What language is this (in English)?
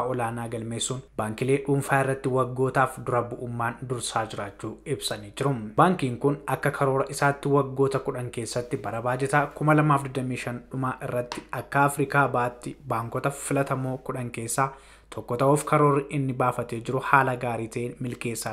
Oromo